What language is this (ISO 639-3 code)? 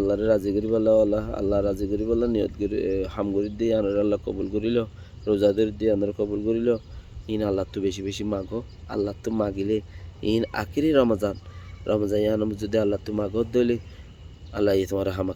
rhg